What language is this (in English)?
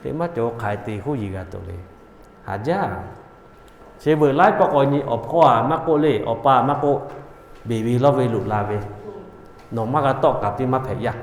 Lahu